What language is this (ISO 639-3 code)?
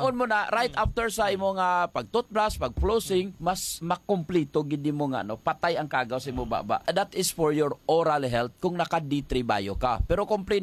hil